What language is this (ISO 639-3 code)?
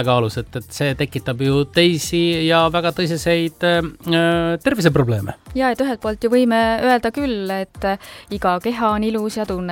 est